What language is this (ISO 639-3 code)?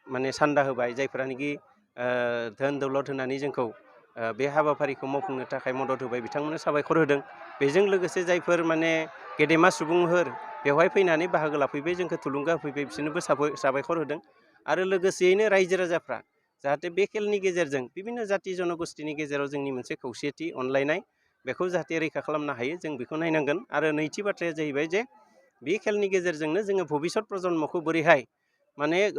brx